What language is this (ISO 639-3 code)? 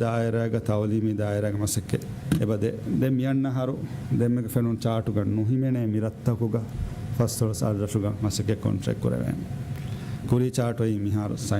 div